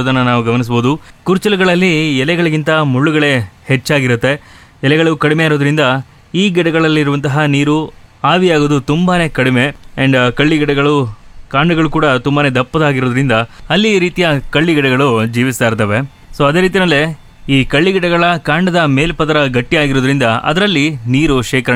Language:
Kannada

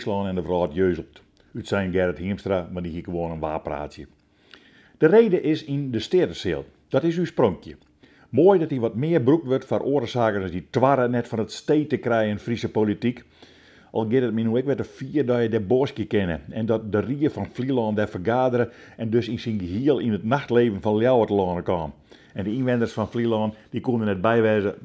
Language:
Western Frisian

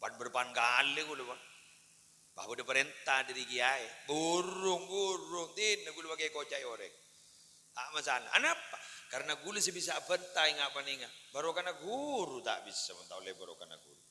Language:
Madurese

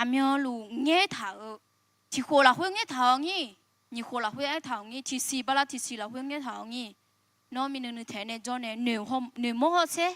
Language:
Akha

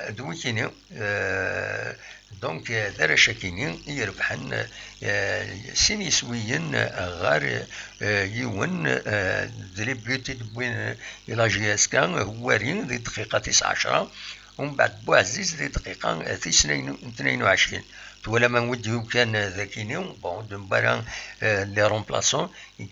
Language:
Kabyle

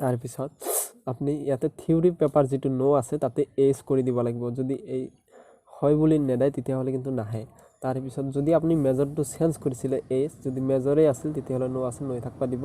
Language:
Assamese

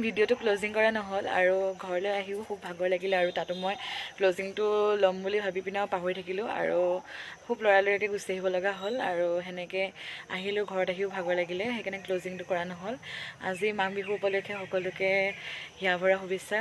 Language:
Assamese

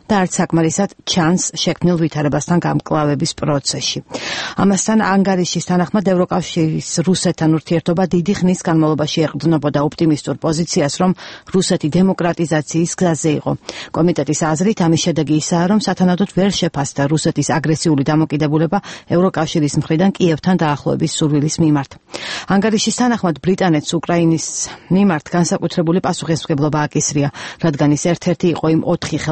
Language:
Georgian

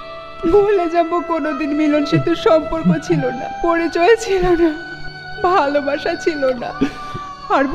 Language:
Bangla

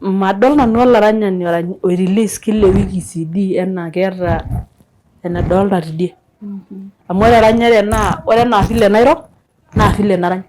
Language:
Masai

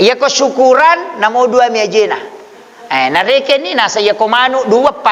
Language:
Buginese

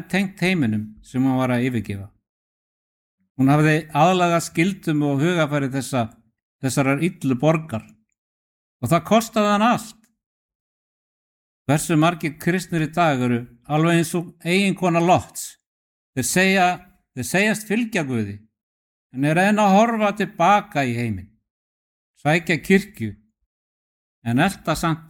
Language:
Icelandic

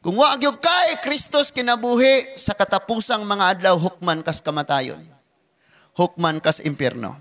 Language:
Cebuano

